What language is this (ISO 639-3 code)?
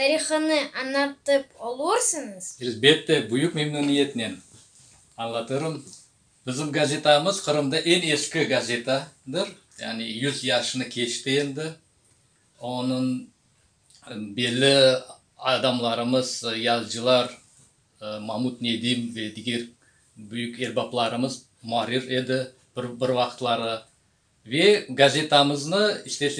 crh